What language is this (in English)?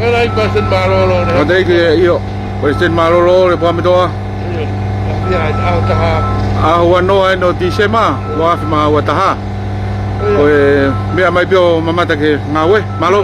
Tongan